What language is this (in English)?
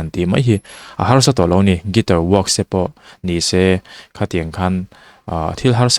Mizo